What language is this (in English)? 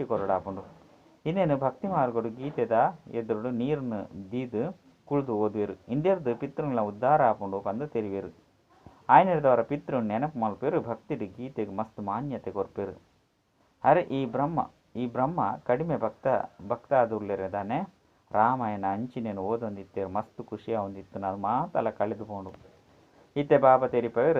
Tulu